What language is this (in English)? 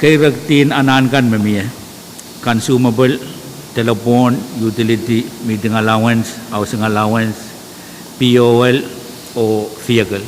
Pohnpeian